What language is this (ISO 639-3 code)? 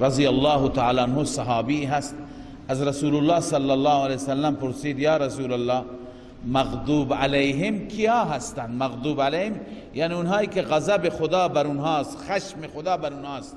fas